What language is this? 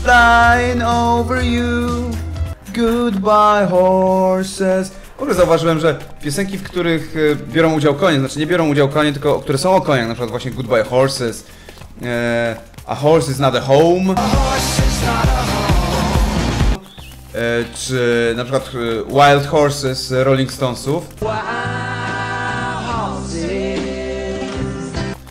Polish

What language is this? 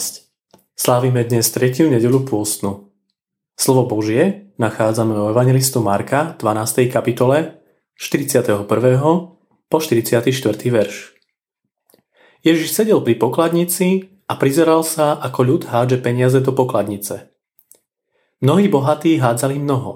Slovak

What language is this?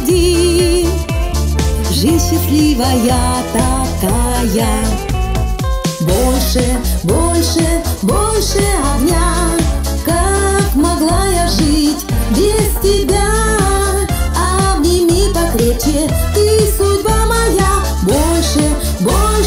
Russian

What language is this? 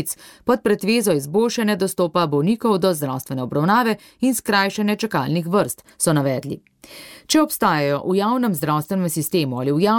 Slovenian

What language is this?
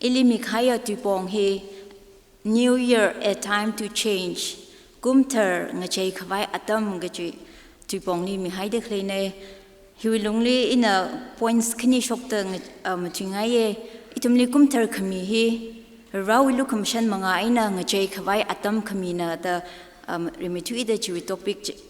Tangkhul Naga (India)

